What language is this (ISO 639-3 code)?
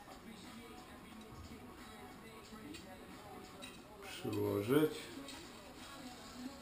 pol